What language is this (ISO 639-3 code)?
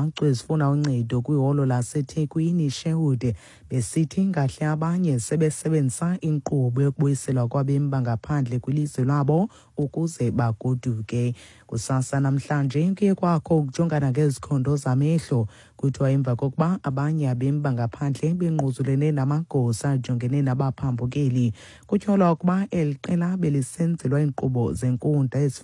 xho